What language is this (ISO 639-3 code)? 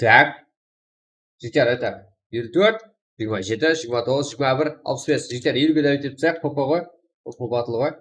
kaa